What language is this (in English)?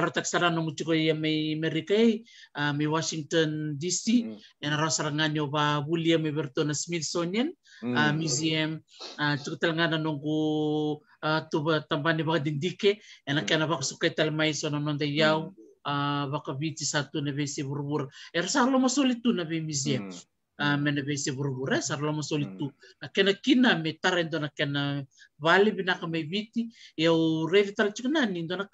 Fijian